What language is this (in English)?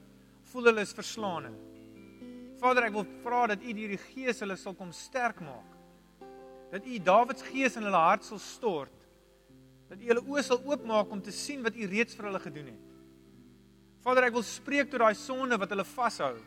Afrikaans